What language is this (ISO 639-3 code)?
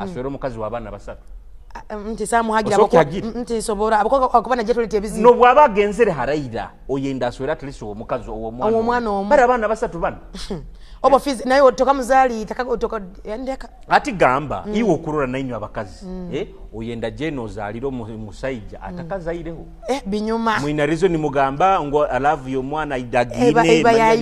ttj